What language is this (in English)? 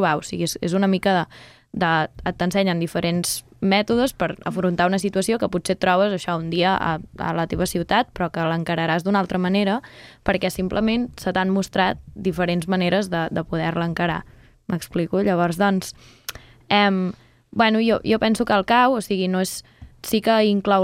Catalan